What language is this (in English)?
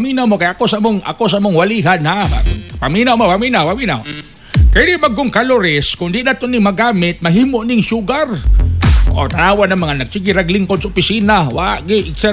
Cebuano